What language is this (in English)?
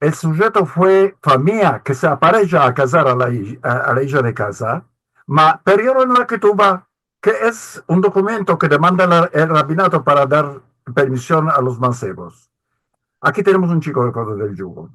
Ladino